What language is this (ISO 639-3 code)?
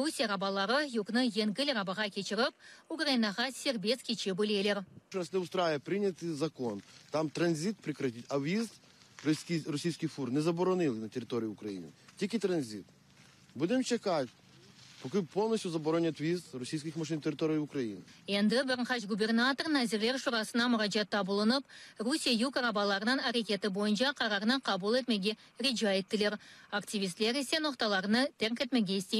crh